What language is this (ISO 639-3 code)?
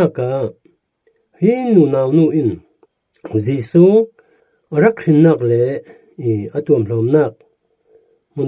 cfm